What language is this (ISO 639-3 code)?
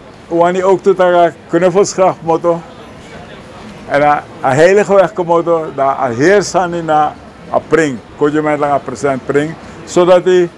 nld